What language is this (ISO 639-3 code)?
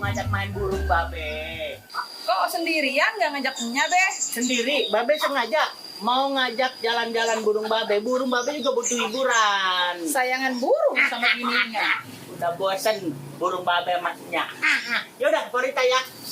bew